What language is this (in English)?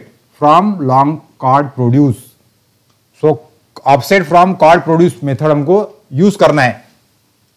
Hindi